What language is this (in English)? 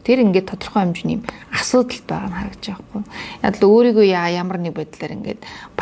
Mongolian